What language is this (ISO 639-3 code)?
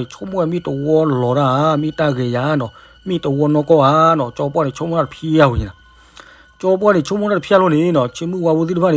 ksw